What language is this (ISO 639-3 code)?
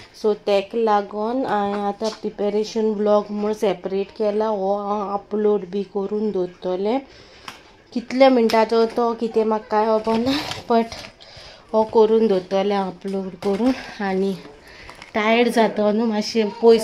kok